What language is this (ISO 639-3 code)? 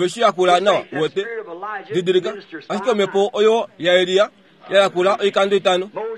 kua